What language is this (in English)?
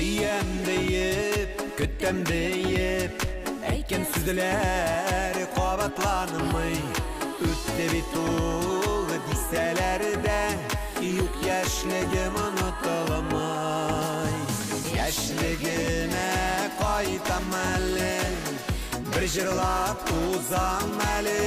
Bashkir